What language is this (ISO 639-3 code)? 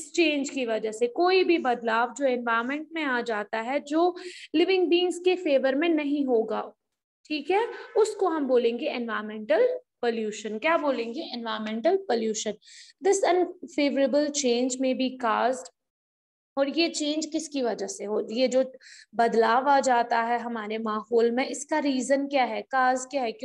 hin